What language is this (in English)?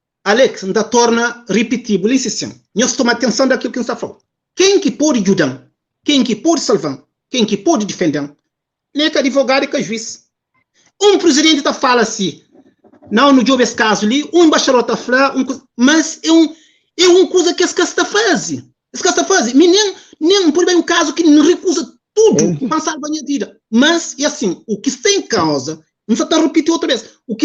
Kabuverdianu